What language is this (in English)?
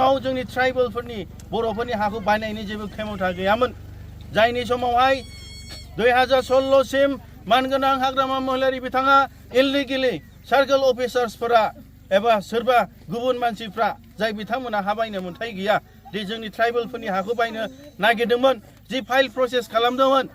Bodo